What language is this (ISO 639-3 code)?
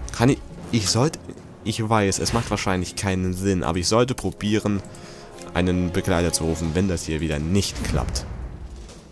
deu